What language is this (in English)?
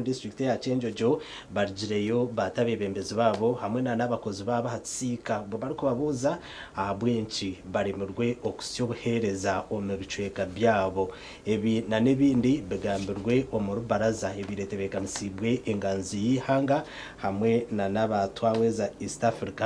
Nyankole